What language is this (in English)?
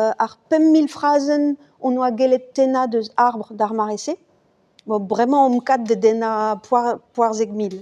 Breton